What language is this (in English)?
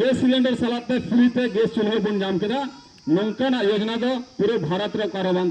Santali